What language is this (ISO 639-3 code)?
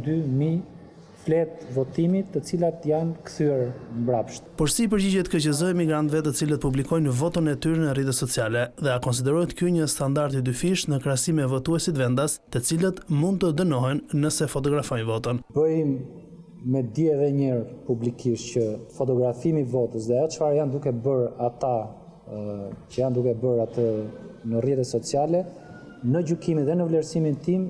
sqi